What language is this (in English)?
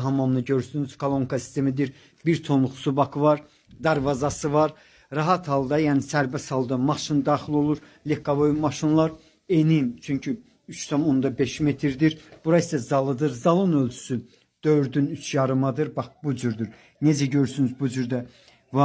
Azerbaijani